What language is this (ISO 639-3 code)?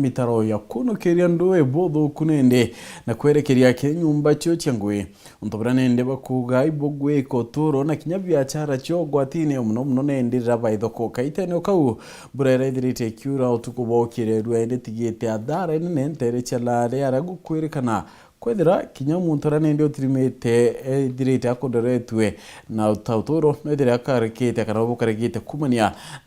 mer